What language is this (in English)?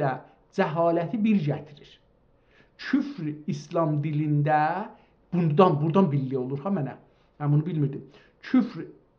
South Azerbaijani